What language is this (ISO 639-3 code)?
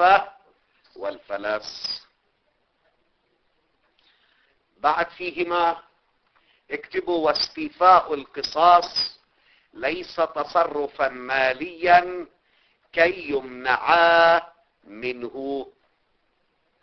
ara